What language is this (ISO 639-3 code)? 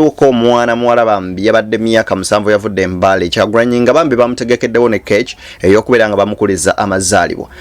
lug